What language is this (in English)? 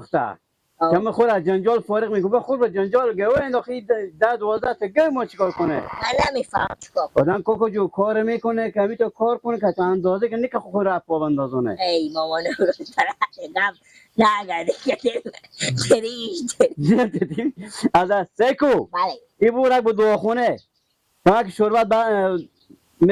Hazaragi